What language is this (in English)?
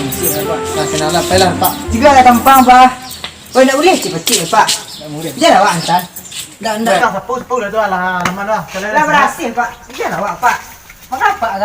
Minangkabau